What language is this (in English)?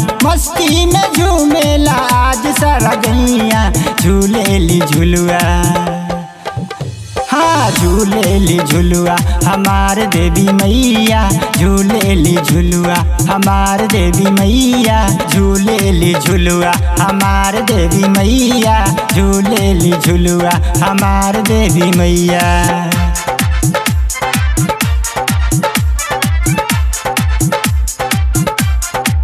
Bhojpuri